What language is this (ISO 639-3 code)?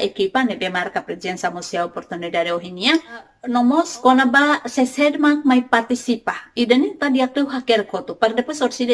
tet